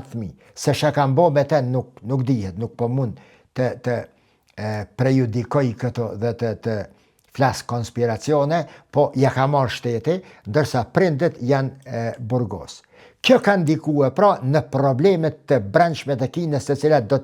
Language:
Albanian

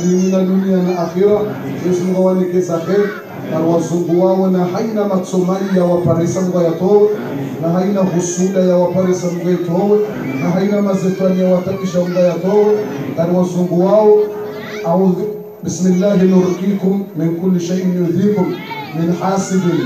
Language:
Ngazidja Comorian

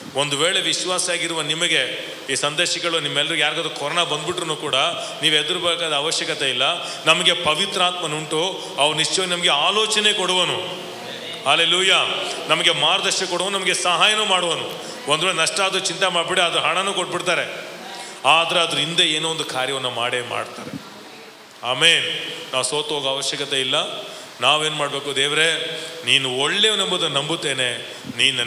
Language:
Kannada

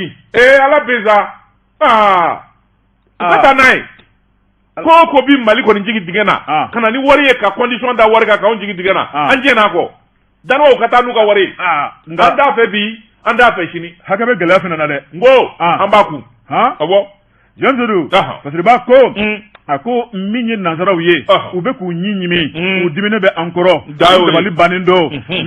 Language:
Bambara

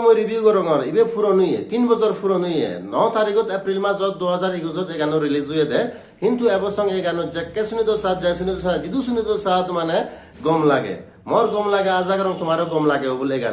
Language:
Chakma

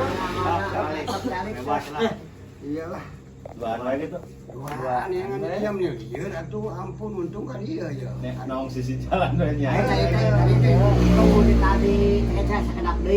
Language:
Sundanese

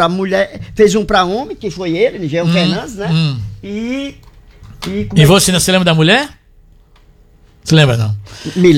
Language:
Portuguese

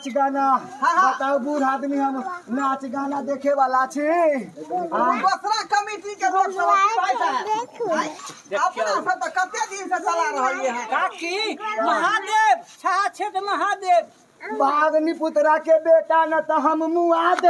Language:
Maithili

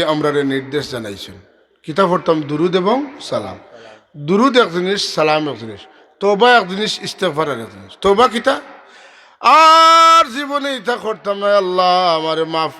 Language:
Sylheti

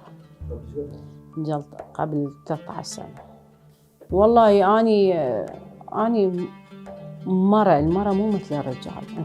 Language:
Mesopotamian Arabic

